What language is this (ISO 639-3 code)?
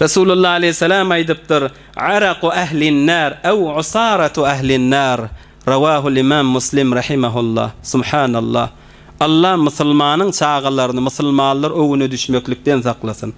tuk